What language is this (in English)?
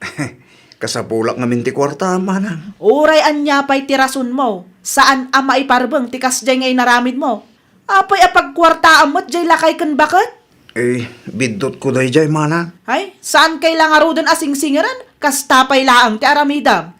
Iloko